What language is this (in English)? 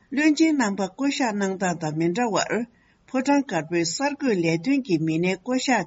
Tibetan